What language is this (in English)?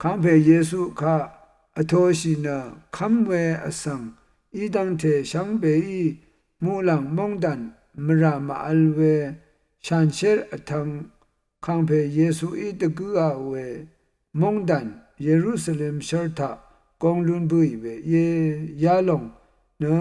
Rawang